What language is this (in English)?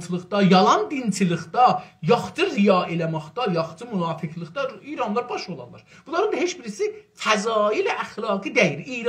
South Azerbaijani